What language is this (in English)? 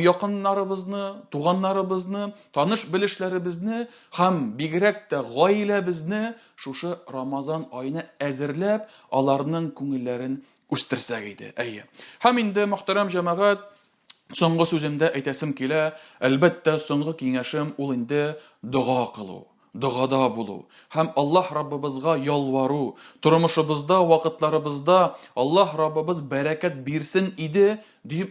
Tatar